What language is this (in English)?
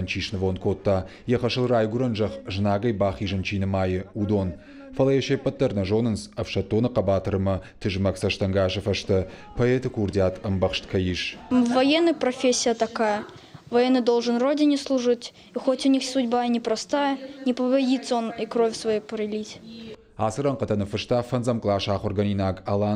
Ossetic